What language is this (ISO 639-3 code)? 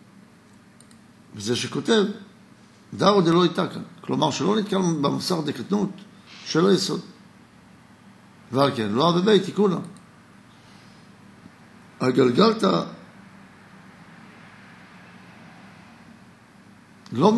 heb